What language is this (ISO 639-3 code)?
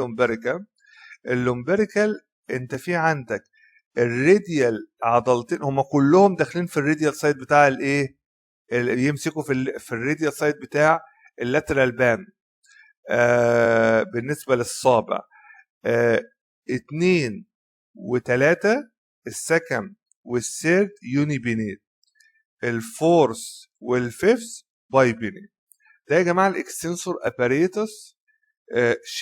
arz